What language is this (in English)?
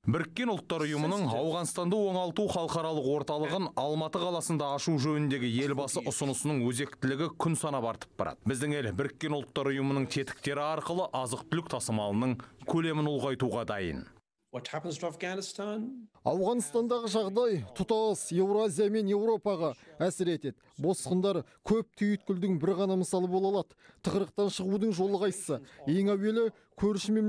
Kazakh